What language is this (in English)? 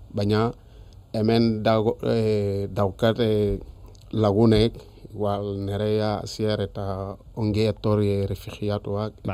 Basque